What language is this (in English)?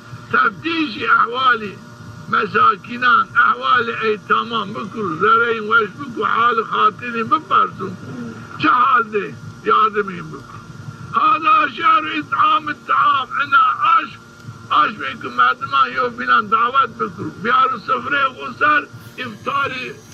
Zaza